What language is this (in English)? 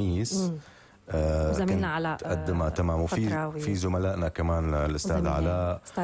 North Levantine Arabic